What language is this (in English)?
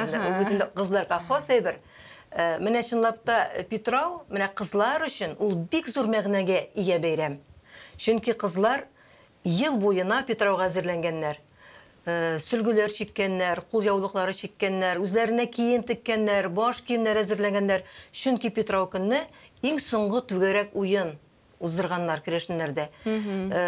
Tatar